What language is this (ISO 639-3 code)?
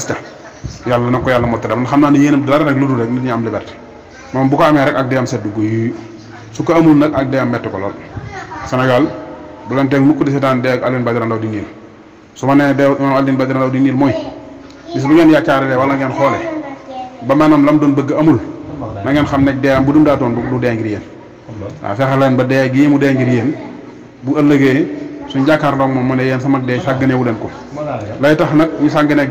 wol